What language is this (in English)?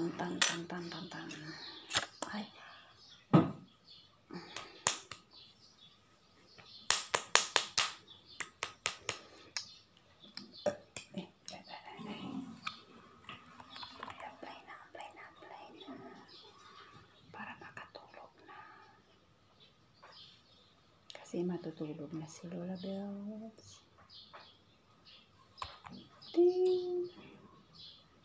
Filipino